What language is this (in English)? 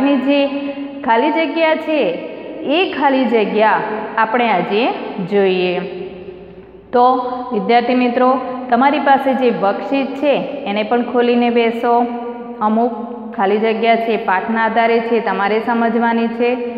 Gujarati